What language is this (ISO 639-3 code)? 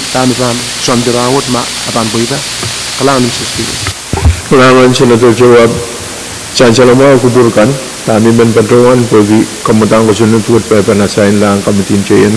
pon